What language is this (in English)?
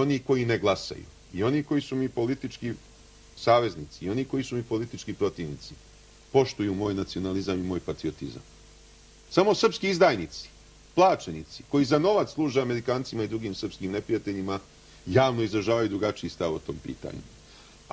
Serbian